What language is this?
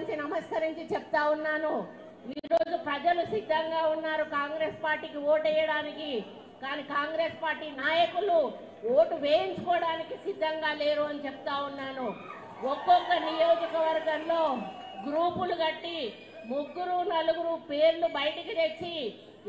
Telugu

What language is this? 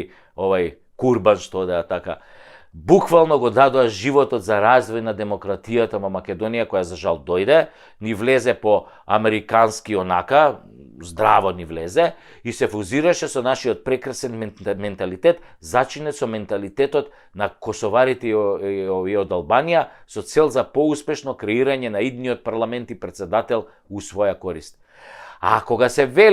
Macedonian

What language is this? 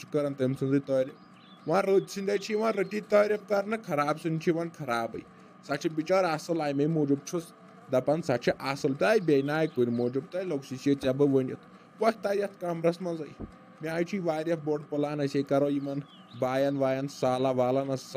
Kashmiri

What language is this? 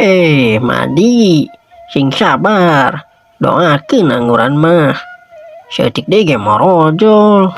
Sundanese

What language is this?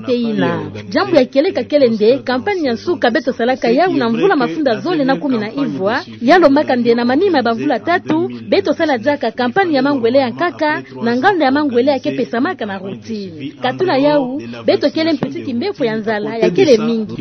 Kituba (Democratic Republic of Congo)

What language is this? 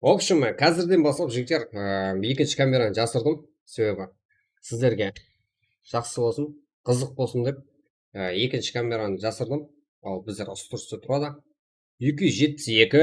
Kara-Kalpak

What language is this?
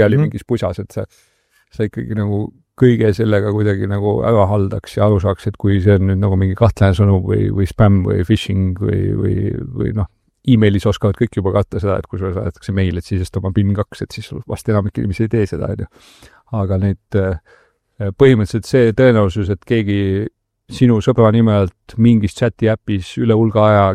Estonian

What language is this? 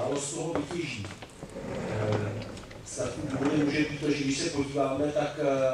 Czech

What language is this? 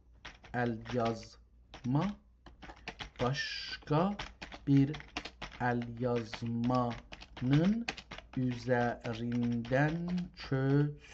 South Azerbaijani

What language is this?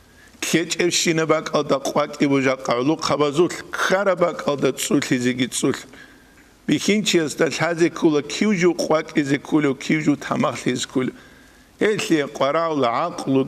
Avaric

